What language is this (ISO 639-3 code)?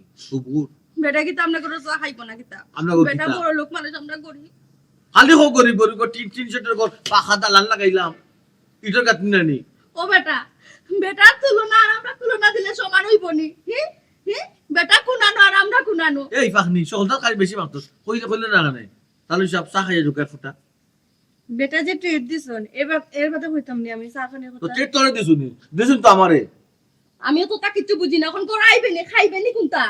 syl